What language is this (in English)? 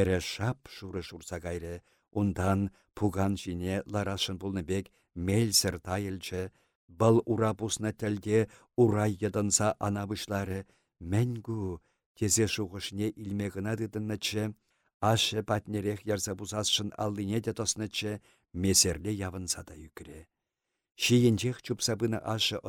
Chuvash